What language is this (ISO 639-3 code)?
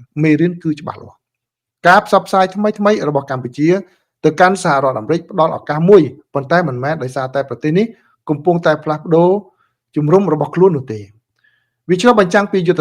khm